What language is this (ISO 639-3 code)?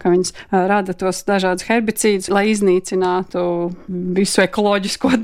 lav